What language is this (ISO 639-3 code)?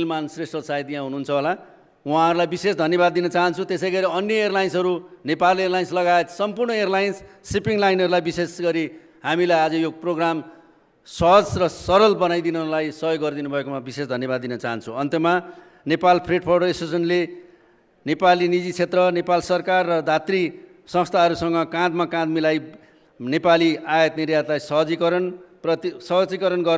nep